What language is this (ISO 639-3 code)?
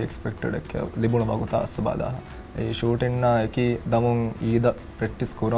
div